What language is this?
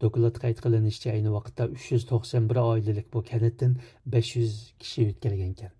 Uyghur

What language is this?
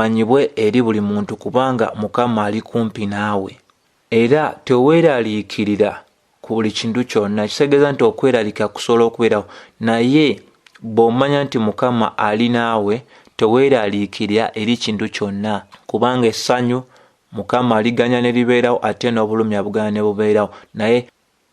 Ganda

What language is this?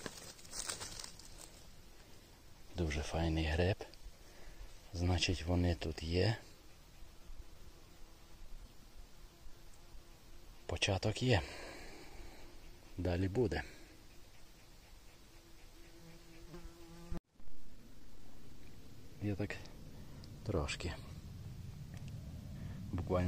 Ukrainian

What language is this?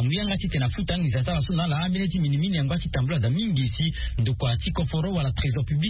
Sango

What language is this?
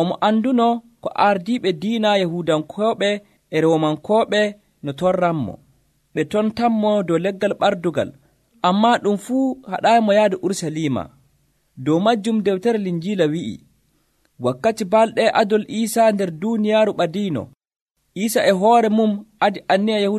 Nigerian Fulfulde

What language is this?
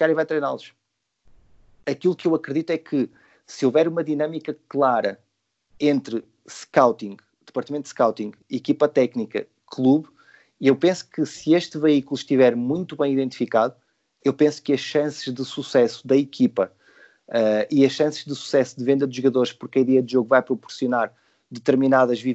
Portuguese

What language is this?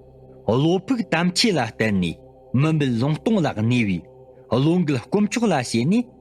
Tibetan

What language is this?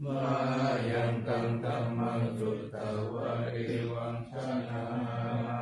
Pali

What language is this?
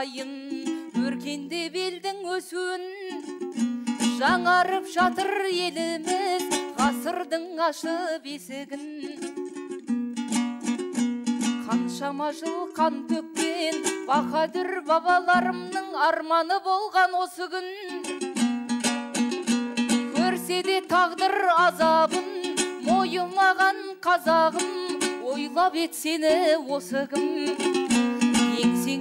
Kazakh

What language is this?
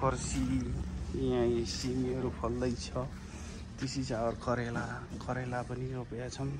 Nepali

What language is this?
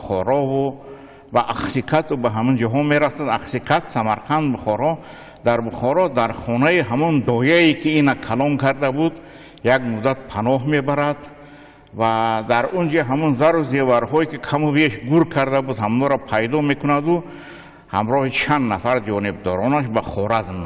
Tajik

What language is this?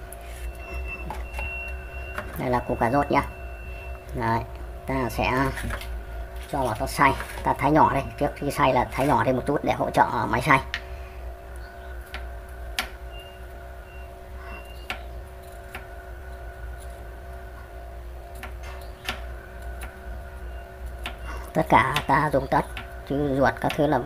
Vietnamese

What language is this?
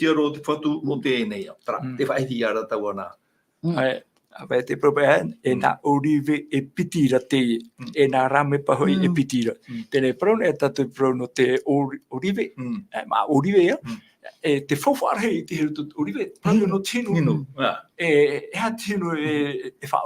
Tahitian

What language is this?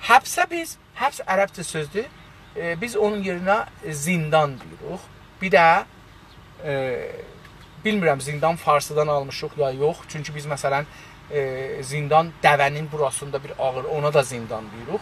South Azerbaijani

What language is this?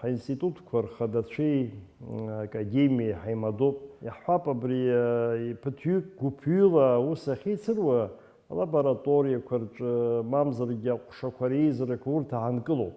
Abkhazian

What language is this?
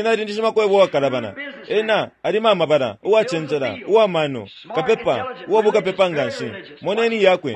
Bemba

